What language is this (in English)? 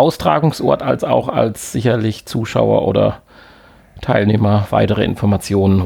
German